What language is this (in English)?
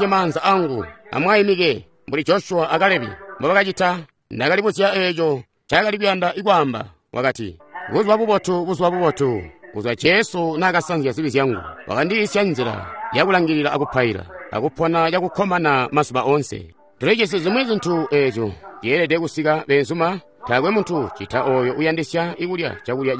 Tonga (Zambia)